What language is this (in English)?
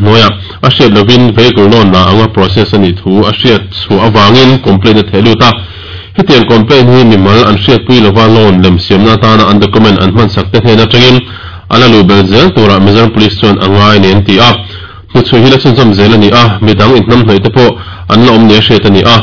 Mizo